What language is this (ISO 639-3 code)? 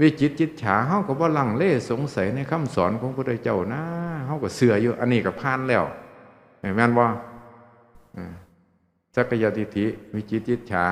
tts